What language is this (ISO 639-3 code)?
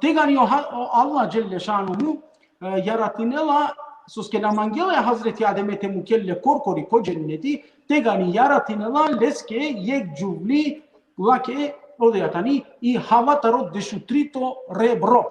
rmn